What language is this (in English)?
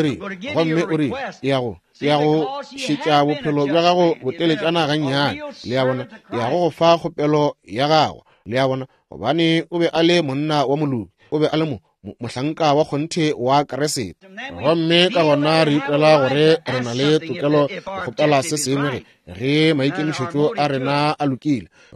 Northern Sotho